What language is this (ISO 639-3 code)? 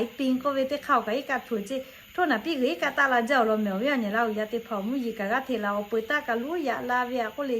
lhu